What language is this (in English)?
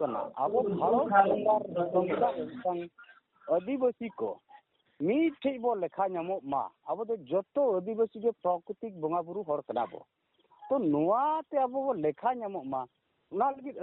Santali